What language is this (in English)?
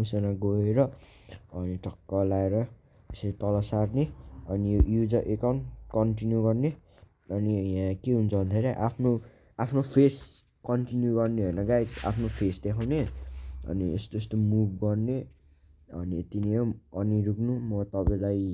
Nepali